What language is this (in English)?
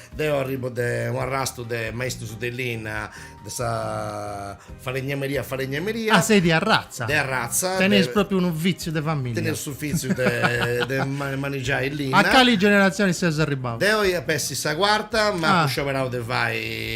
Sardinian